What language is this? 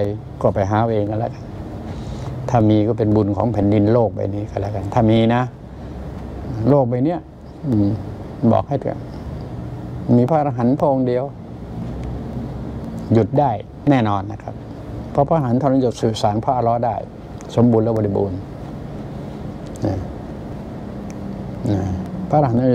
Thai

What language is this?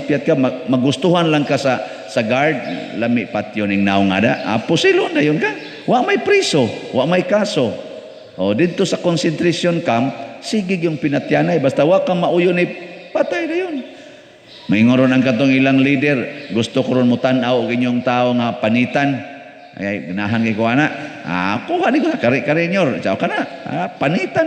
Cebuano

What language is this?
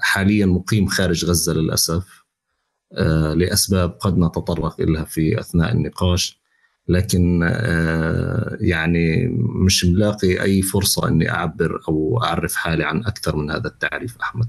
North Levantine Arabic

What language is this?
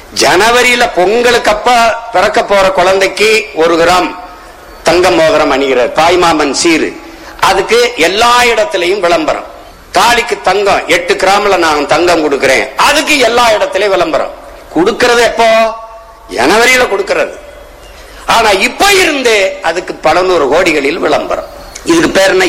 Tamil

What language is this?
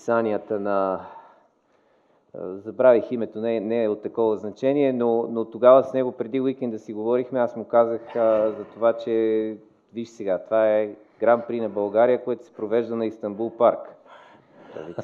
Bulgarian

